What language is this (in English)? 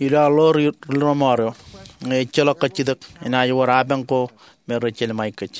Marshallese